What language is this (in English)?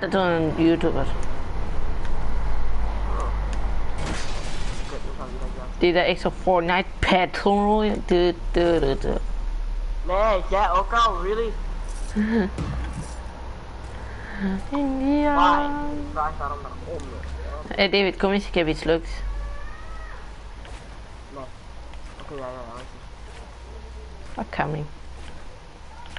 Dutch